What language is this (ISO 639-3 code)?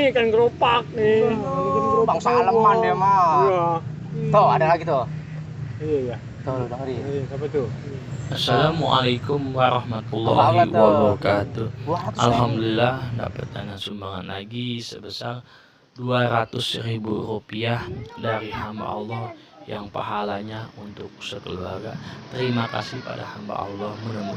bew